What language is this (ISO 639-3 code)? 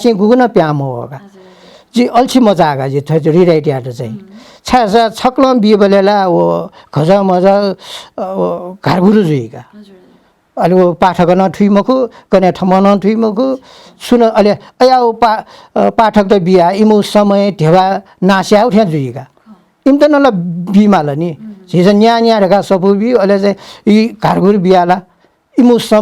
new